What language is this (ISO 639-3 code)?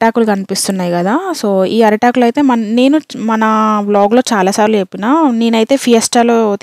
tel